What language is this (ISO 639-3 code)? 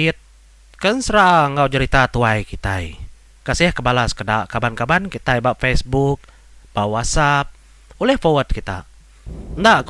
iba